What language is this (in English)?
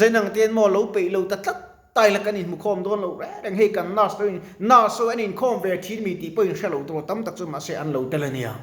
Mizo